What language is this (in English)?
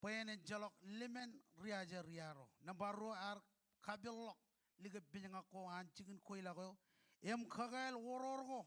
Marshallese